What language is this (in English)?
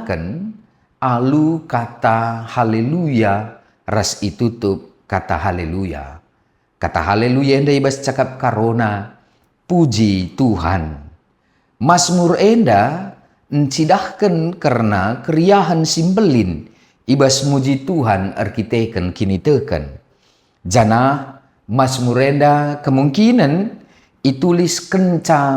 Batak Karo